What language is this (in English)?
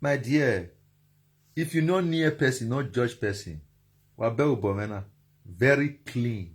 Nigerian Pidgin